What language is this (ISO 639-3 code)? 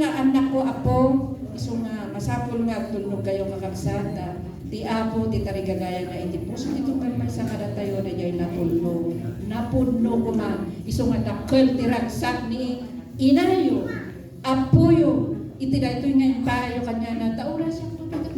ilo